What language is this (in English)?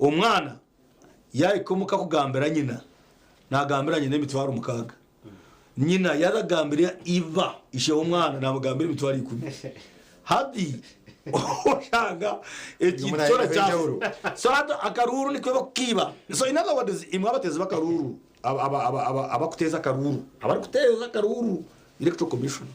Nyankole